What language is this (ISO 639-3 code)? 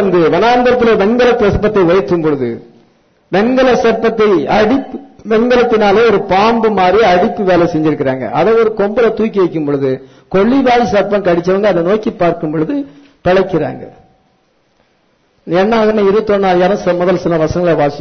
tam